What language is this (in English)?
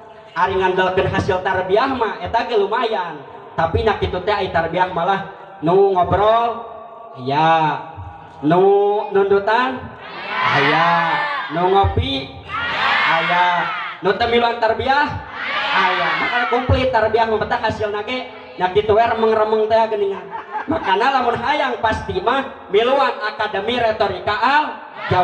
Sundanese